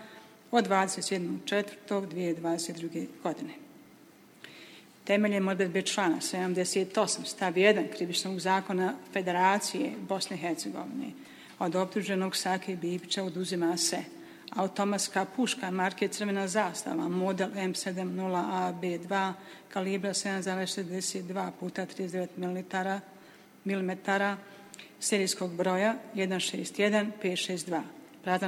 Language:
Bosnian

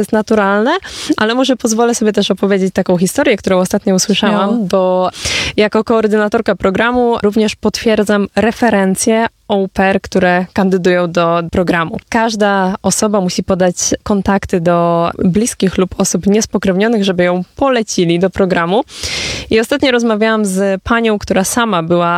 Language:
Polish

